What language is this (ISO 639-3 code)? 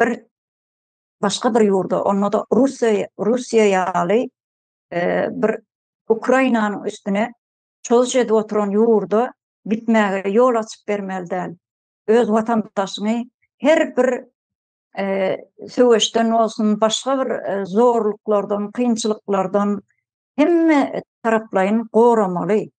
tuk